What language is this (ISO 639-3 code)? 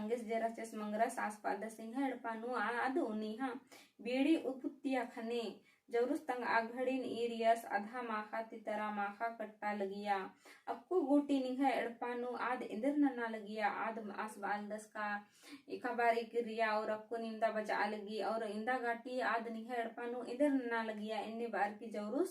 kru